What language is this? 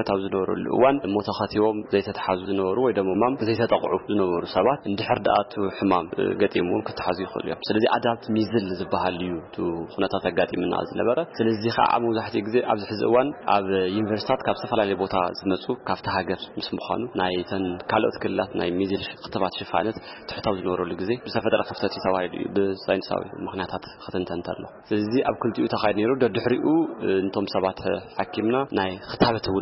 Tigrinya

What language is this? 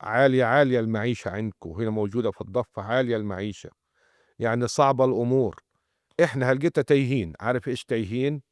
North Levantine Arabic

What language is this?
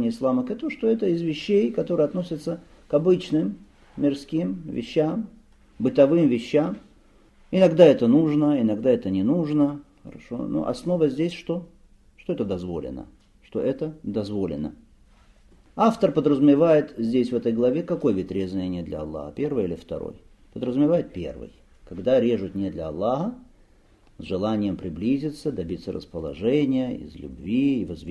Russian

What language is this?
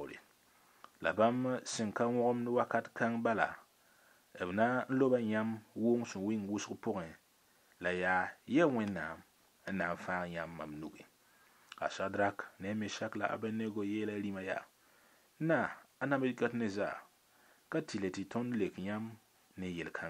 Mossi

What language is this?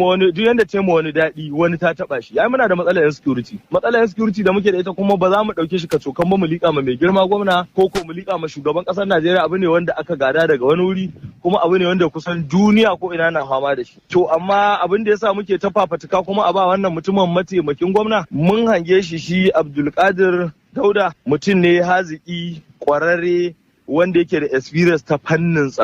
Hausa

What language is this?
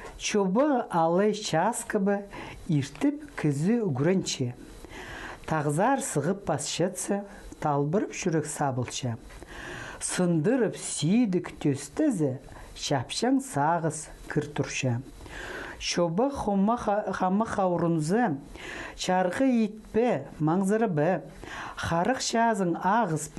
Khakas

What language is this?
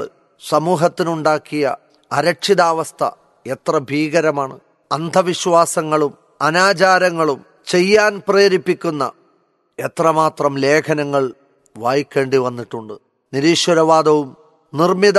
Malayalam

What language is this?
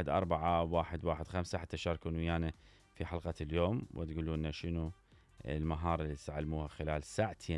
Mesopotamian Arabic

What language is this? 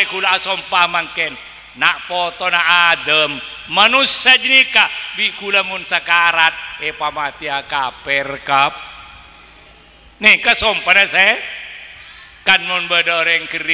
Madurese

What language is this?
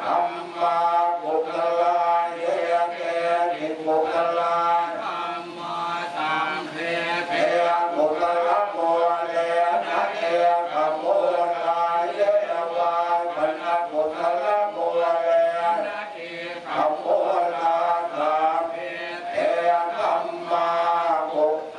Pali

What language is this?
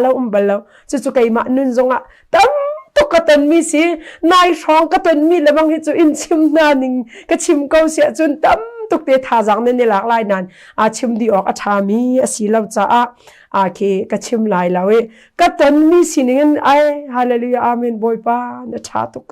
Hakha Chin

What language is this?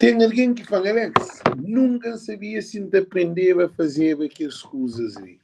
Kabuverdianu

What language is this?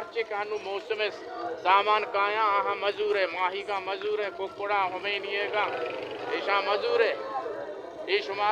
Baluchi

